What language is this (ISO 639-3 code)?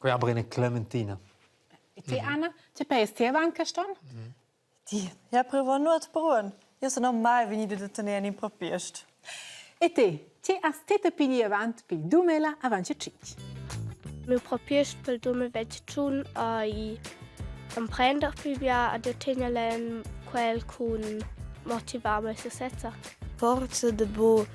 roh